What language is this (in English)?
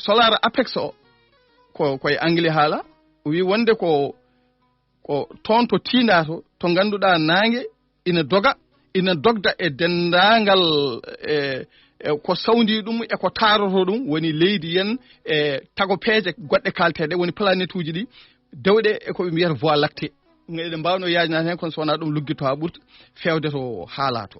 Fula